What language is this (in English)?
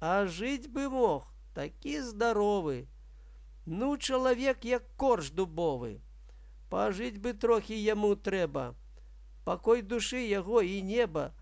Belarusian